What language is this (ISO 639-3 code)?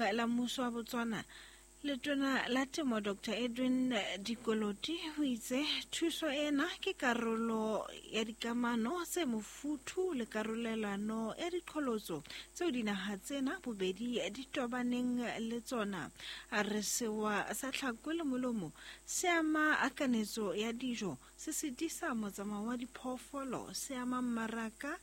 sot